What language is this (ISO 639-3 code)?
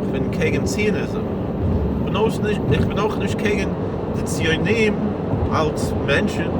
yid